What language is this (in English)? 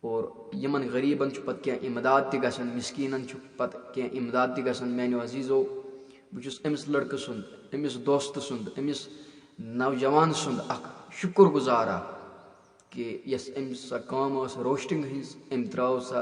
Kashmiri